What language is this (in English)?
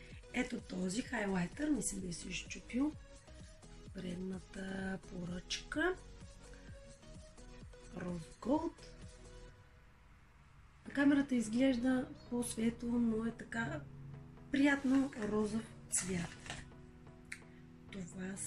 Bulgarian